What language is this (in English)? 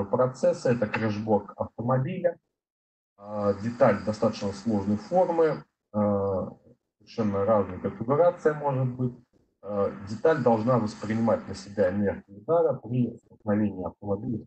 Russian